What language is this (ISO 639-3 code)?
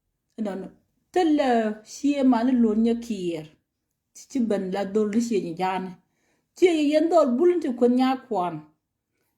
nus